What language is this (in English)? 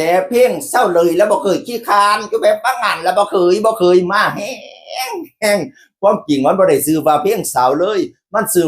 Northeastern Thai